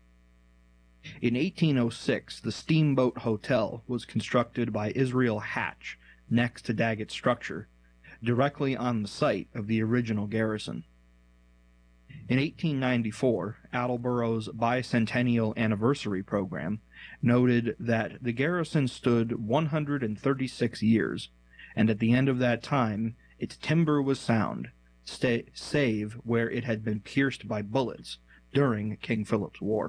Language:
English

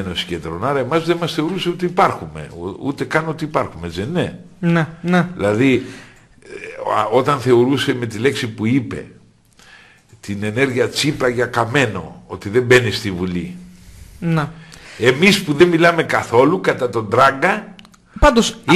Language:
Greek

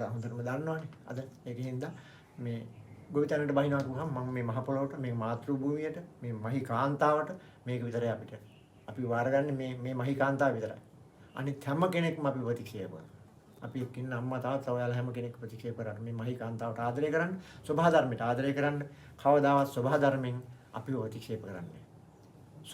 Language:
Sinhala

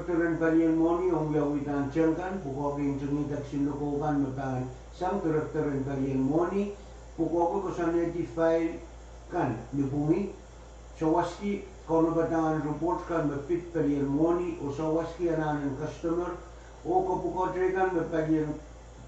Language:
Pohnpeian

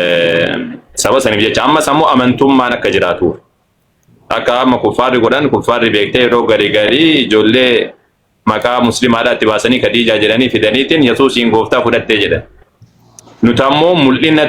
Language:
Oromo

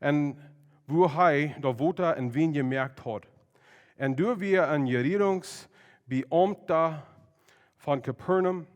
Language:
Plautdietsch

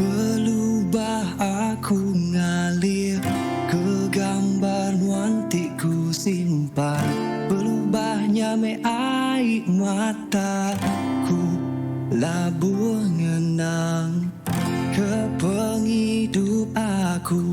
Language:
Iban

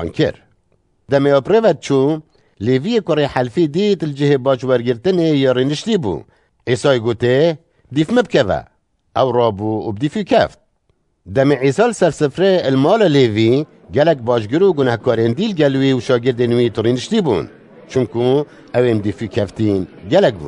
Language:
Kurdish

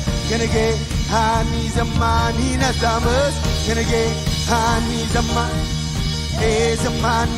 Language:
Marshallese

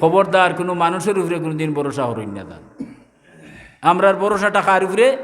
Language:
Sylheti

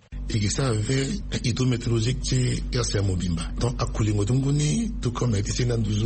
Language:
Sango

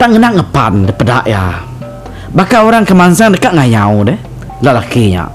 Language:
Iban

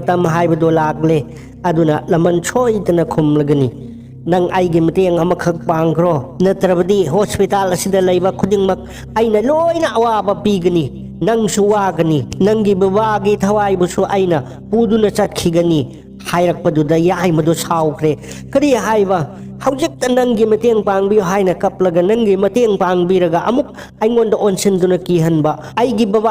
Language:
Manipuri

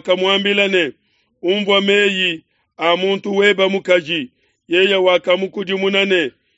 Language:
Luba-Lulua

